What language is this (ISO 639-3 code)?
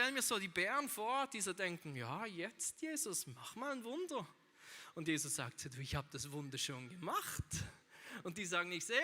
gsw